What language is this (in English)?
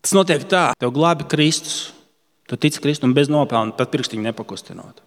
Latvian